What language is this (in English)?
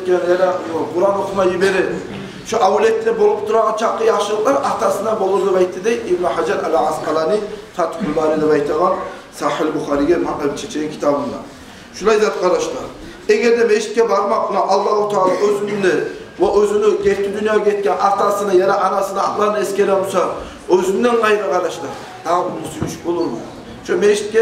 Kumyk